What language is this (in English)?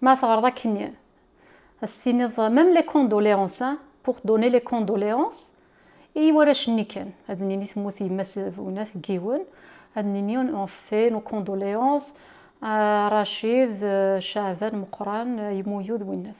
Kabyle